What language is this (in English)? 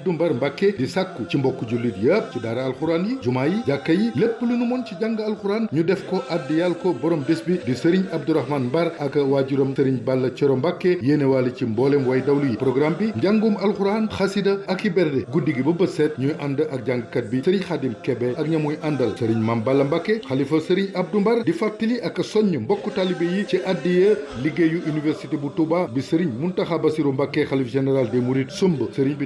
Wolof